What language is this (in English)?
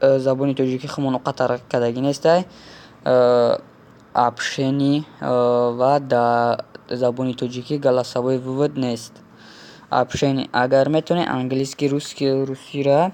Tajik